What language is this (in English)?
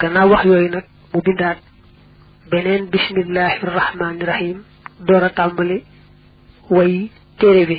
Wolof